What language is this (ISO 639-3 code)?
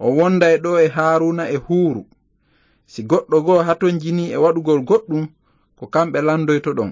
ful